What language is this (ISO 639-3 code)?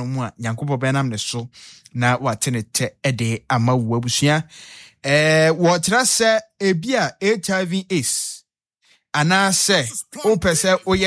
aka